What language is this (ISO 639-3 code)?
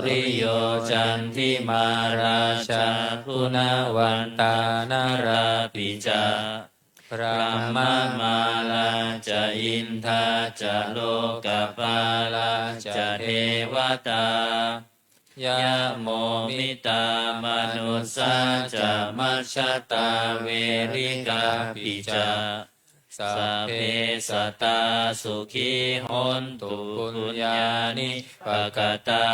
pli